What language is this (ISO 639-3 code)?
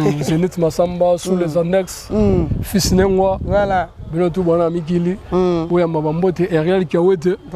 lin